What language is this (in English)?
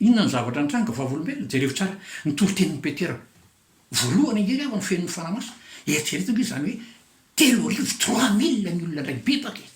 Malagasy